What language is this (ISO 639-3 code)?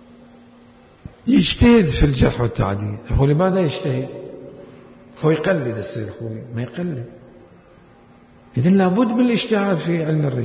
ara